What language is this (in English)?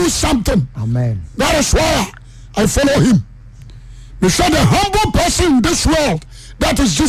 Akan